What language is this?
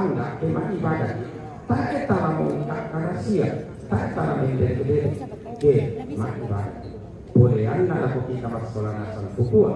Toraja-Sa'dan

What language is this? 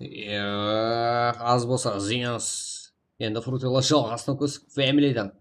Kara-Kalpak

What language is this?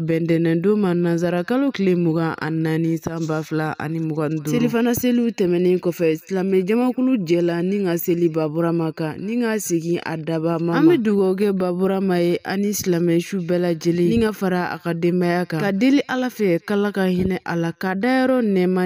Bambara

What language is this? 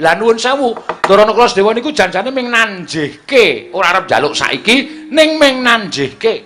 Javanese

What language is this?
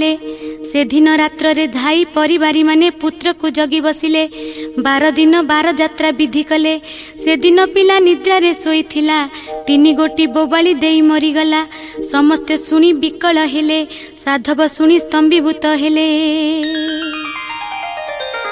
Odia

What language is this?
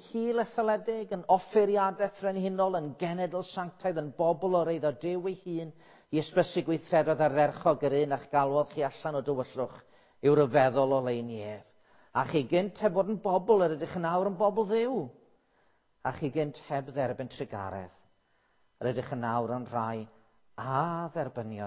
Welsh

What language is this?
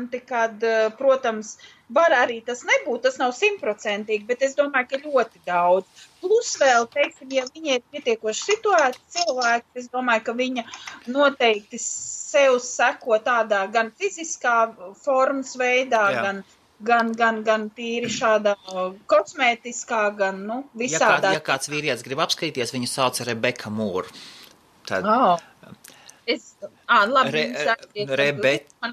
Latvian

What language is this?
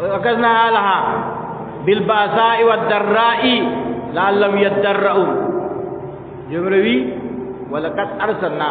Adamawa Fulfulde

